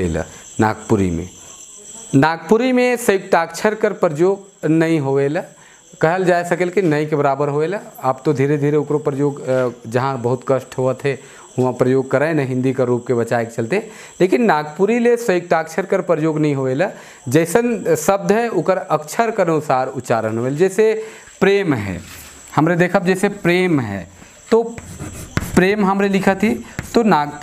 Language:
Sadri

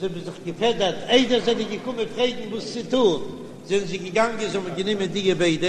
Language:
Yiddish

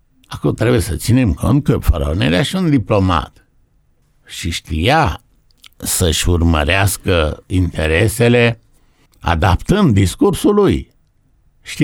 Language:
Romanian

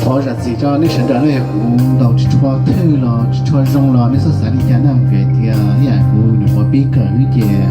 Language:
Hmong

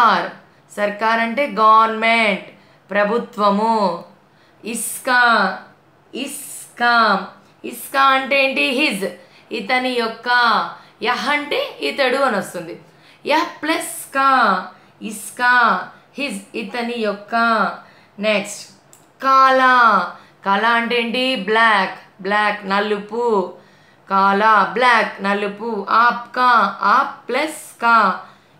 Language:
Telugu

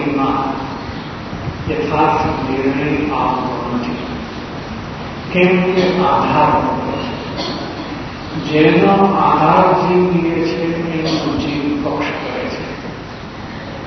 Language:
Gujarati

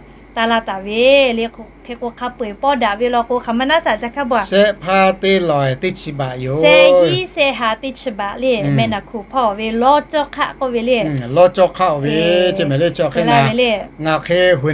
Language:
Lahu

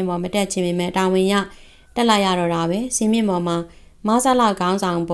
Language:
Burmese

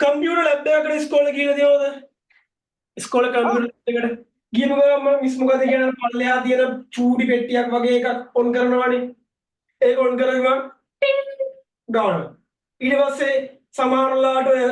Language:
Sinhala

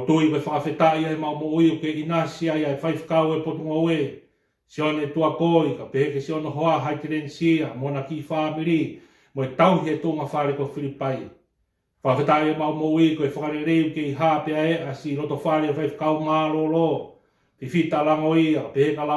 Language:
Tongan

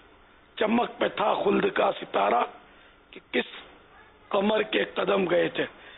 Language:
Urdu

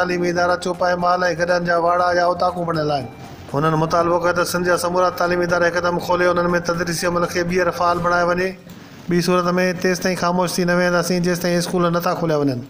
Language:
Sindhi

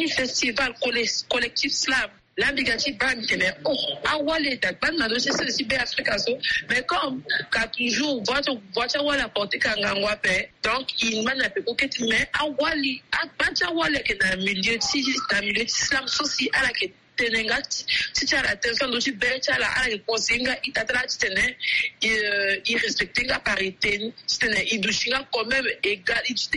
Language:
Sango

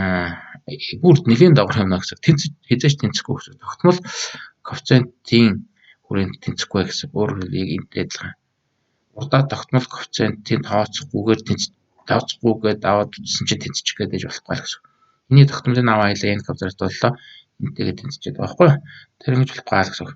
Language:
Mongolian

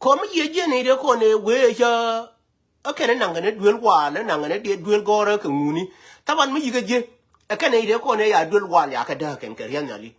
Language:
Nuer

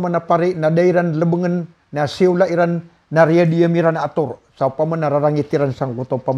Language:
Maranao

